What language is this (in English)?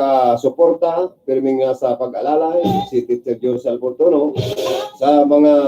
Bikol